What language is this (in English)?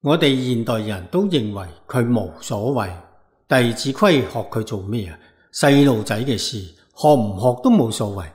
Cantonese